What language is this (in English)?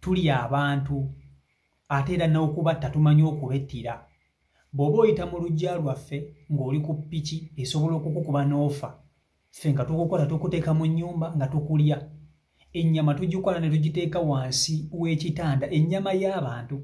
Ganda